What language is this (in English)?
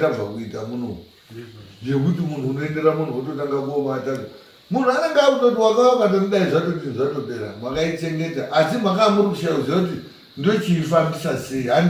Shona